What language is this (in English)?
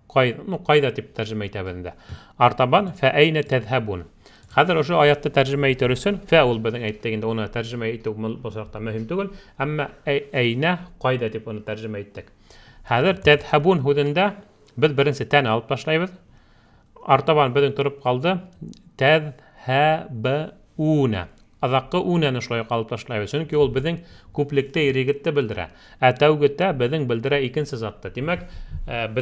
Bashkir